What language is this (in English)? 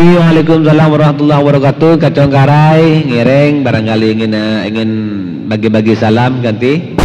Madurese